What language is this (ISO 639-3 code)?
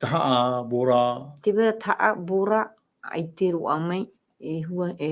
tah